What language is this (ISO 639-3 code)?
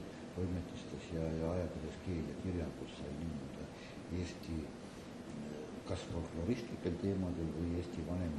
est